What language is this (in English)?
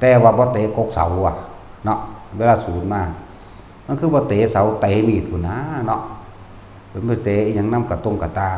Northeastern Thai